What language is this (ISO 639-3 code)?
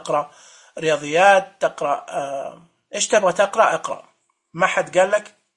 ars